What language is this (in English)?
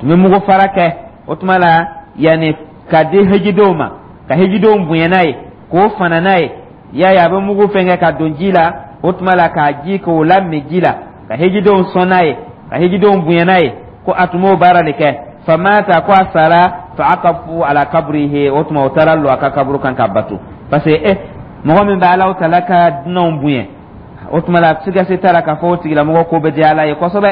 Dyula